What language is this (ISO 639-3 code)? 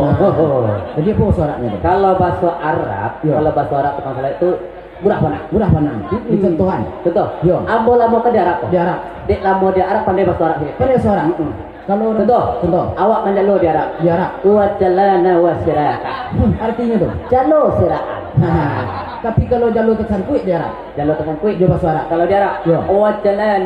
min